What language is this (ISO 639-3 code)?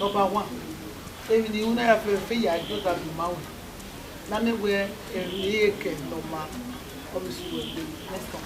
bin